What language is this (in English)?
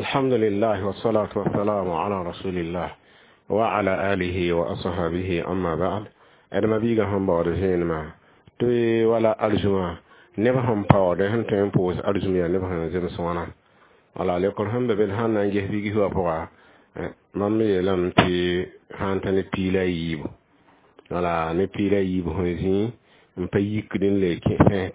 Mossi